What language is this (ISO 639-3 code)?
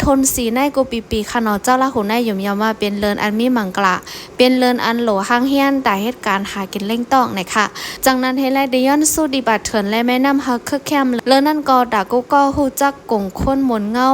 shn